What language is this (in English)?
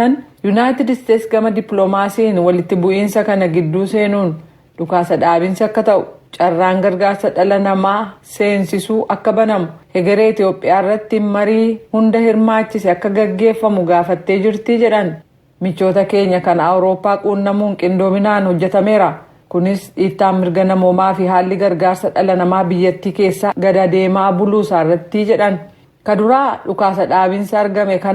Oromo